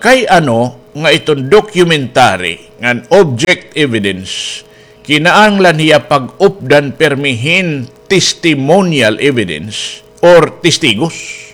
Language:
Waray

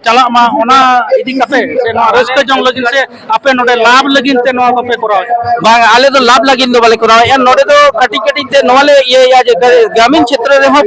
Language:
Santali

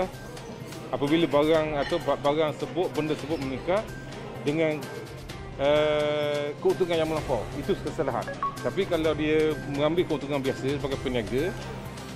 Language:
Malay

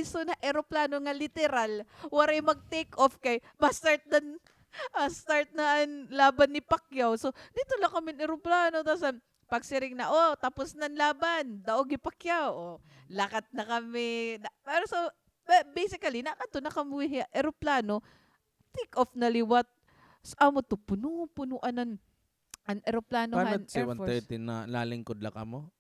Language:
Waray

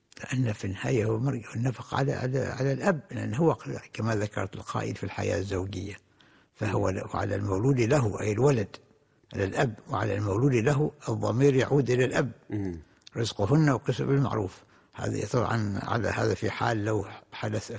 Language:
Arabic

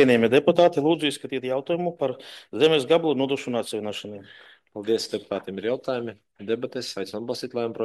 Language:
Latvian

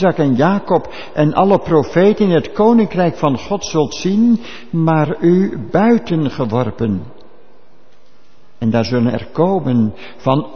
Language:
Dutch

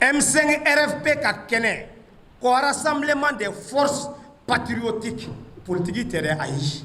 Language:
Bambara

